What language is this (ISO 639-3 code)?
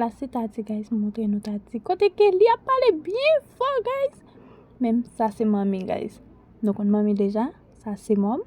hat